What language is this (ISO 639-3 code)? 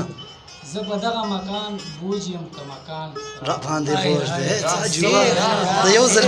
pus